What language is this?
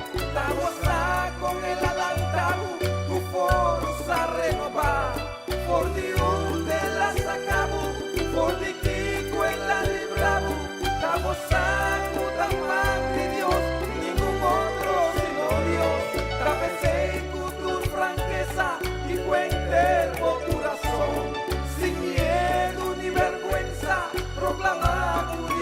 Papiamento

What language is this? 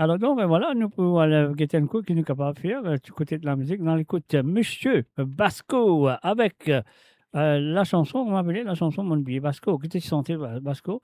Morisyen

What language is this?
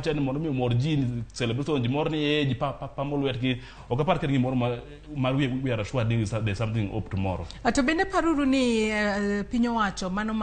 Luo (Kenya and Tanzania)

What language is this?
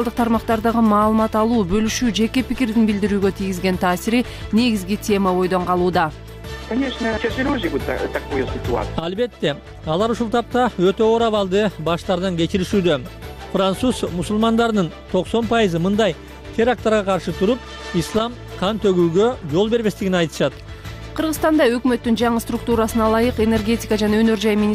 Kyrgyz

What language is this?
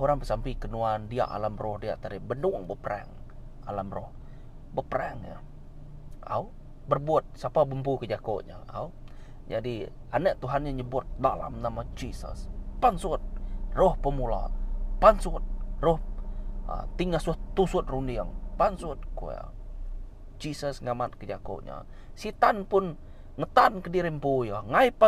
Iban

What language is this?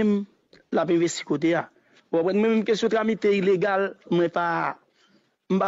Haitian Creole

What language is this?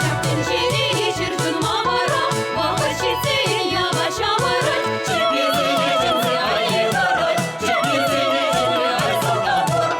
Chuvash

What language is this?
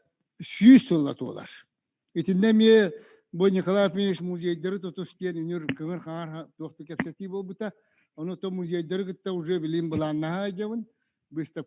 Yakut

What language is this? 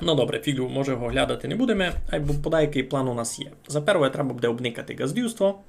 Rusyn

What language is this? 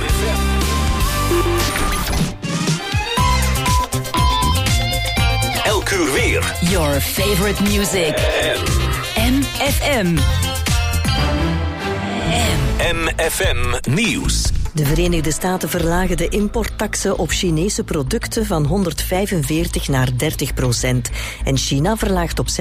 Dutch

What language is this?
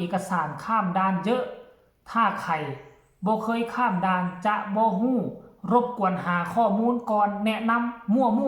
Northeastern Thai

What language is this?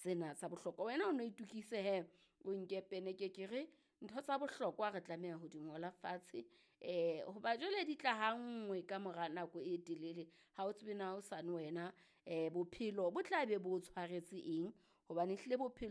Southern Sotho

